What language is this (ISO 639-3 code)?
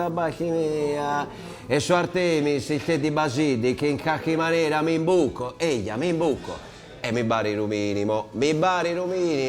srd